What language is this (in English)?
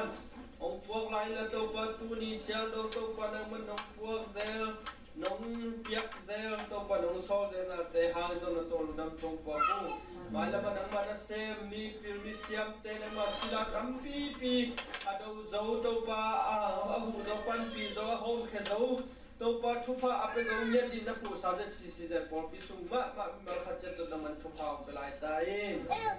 Tedim Chin